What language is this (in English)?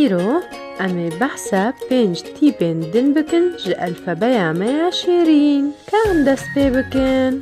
Kurdish